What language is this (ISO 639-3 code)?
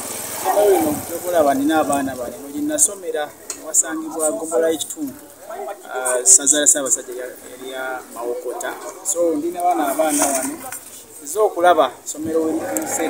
lug